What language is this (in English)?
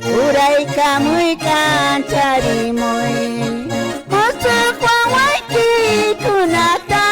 Quechua